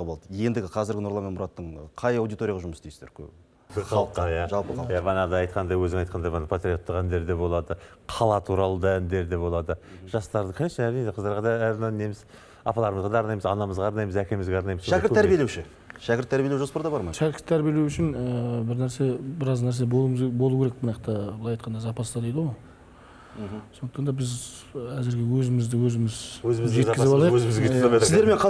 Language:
Kazakh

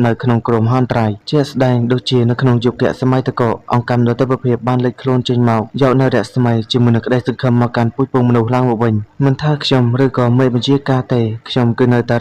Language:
Khmer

